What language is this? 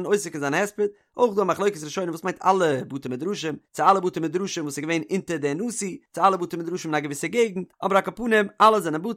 Yiddish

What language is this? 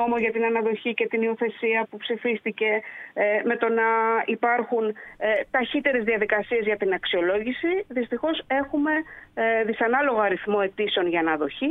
Greek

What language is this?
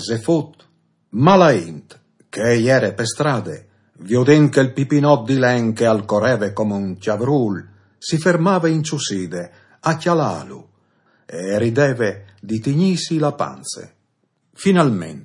Friulian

